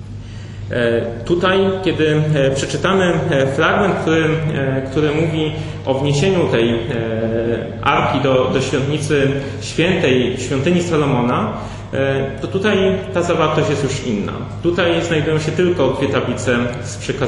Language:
Polish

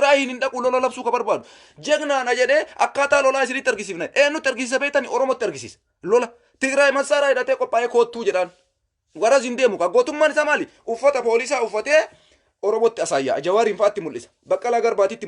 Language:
Oromo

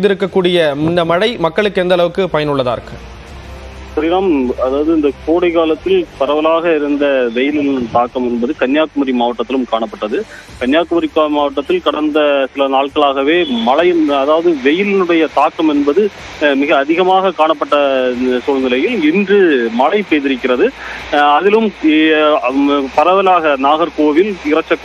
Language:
Tamil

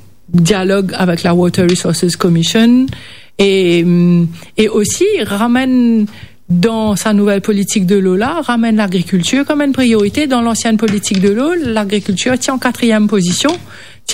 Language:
Morisyen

